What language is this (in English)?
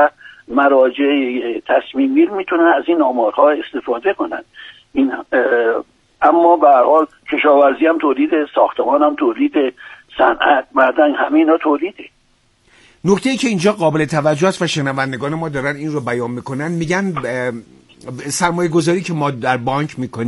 Persian